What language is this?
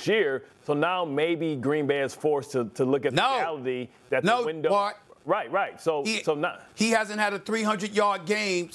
English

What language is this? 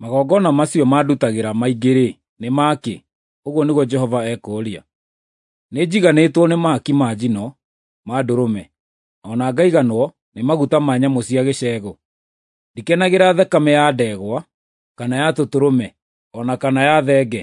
Kikuyu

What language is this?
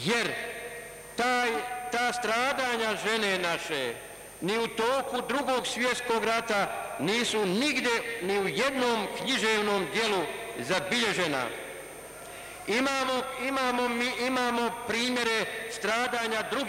Bosnian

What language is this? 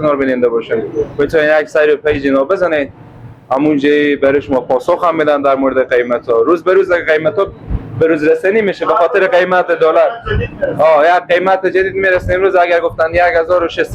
Persian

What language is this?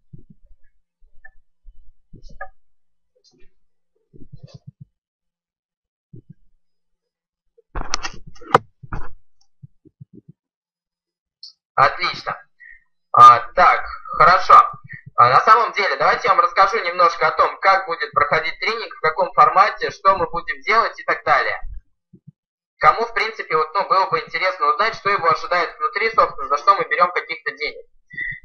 Russian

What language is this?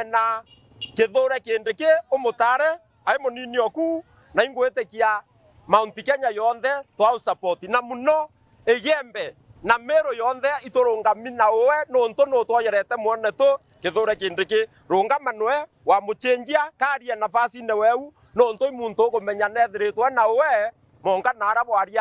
Meru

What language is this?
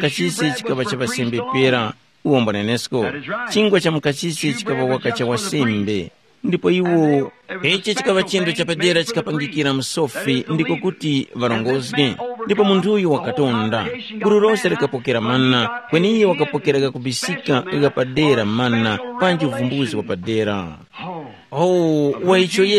Tumbuka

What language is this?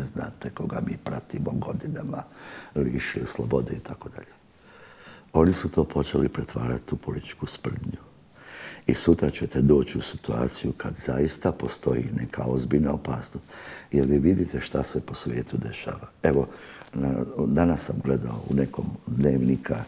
Bosnian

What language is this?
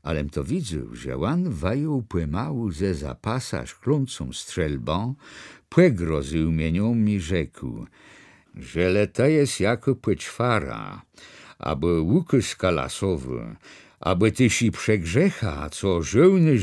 Kashubian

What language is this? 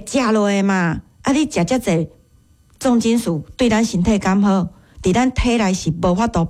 Min Nan Chinese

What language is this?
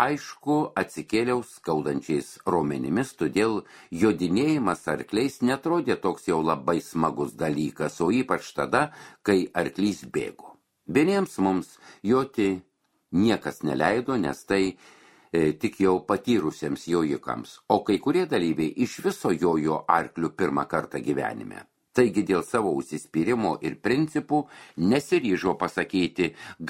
Lithuanian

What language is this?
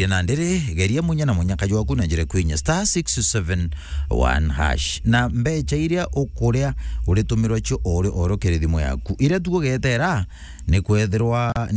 Meru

